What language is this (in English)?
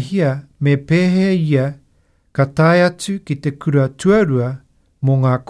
Māori